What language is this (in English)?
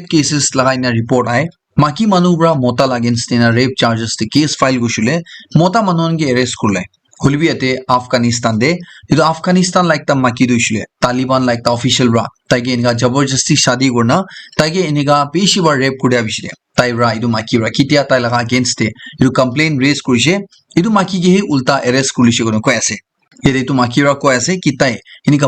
Naga Pidgin